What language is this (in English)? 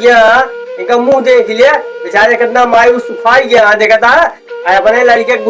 Awadhi